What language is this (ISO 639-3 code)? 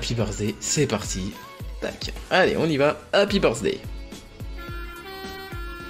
fra